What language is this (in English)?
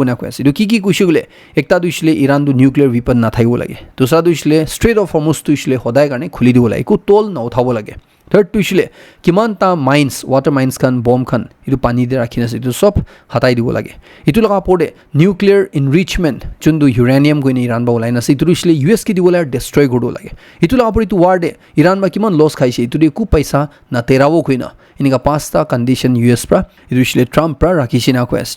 Naga Pidgin